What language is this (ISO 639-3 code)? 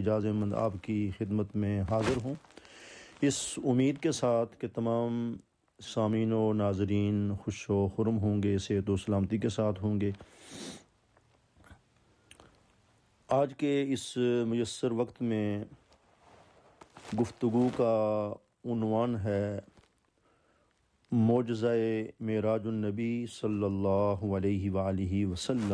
urd